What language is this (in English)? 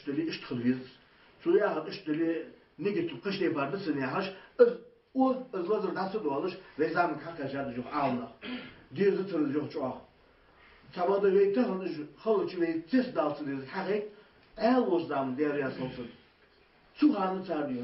Ingush